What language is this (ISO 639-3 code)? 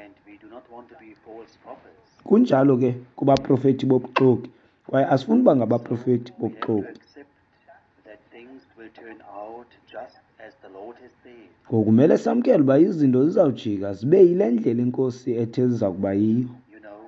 xho